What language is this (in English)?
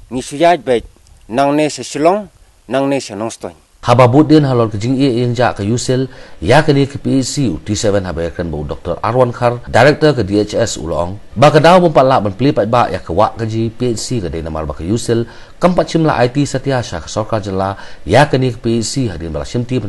Khasi